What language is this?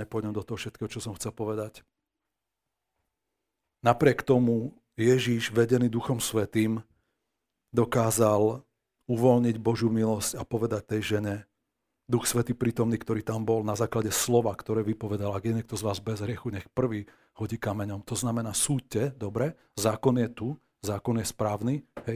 Slovak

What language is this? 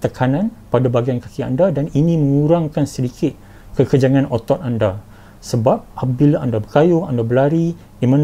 Malay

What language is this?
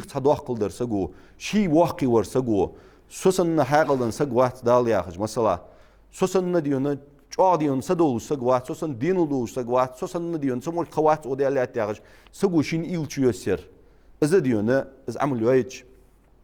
Ingush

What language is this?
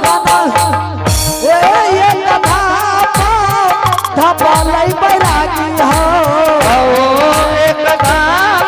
Angika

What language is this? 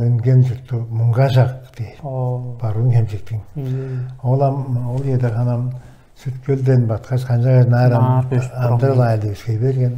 Tuvinian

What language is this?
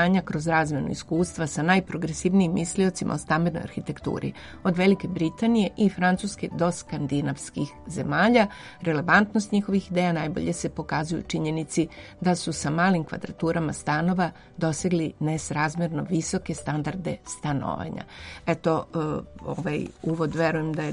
Serbian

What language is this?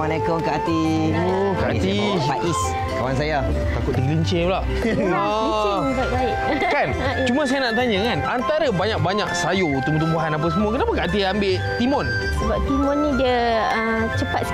Malay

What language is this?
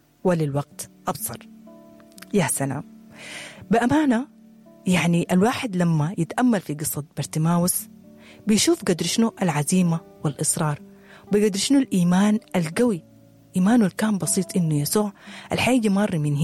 Sudanese Arabic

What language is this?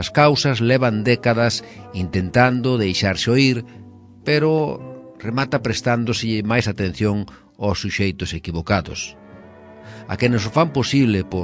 Galician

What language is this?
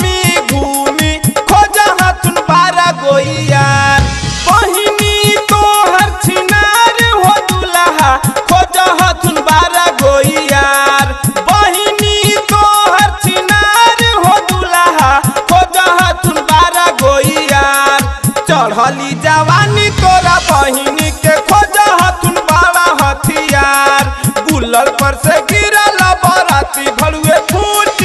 Bhojpuri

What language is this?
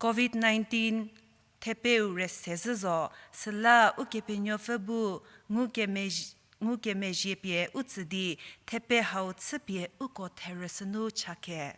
Angami Naga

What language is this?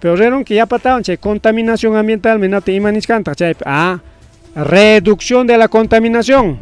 Ayacucho Quechua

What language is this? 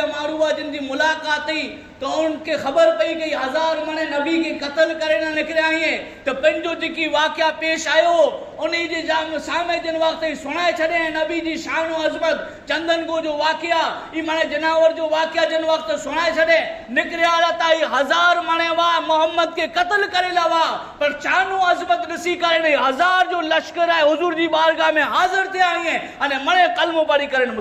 Kachhi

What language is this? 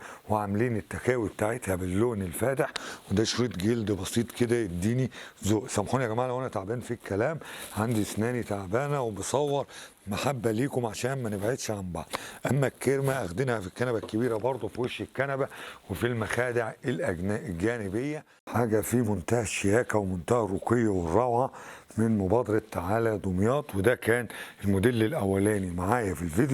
Egyptian Arabic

